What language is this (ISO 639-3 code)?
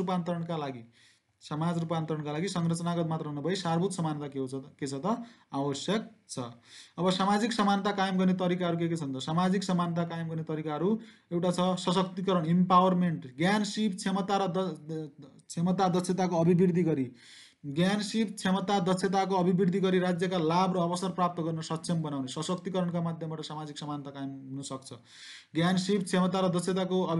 nep